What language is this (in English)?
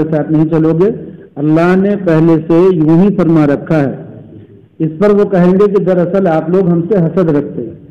Urdu